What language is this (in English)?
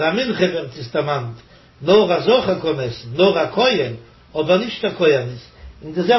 Yiddish